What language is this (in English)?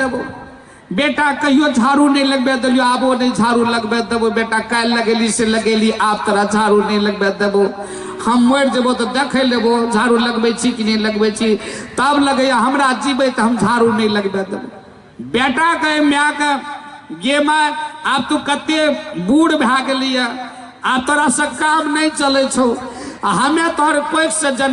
Maithili